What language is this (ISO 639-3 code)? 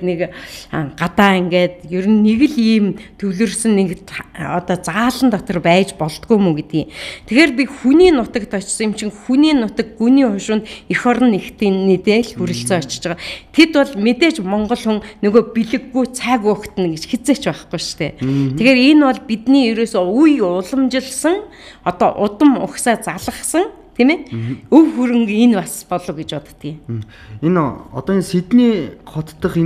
mon